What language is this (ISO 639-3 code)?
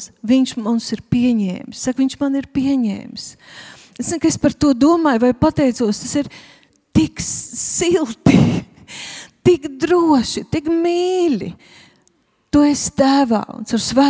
lav